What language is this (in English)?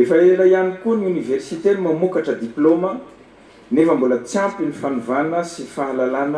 Malagasy